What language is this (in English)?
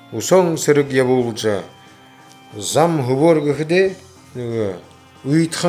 Buriat